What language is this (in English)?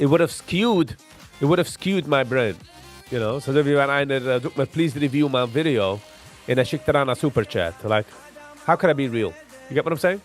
Yiddish